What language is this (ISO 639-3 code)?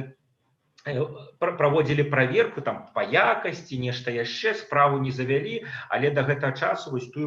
bel